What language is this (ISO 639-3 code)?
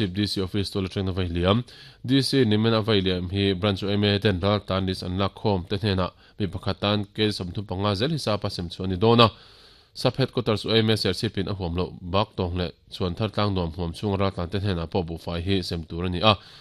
lus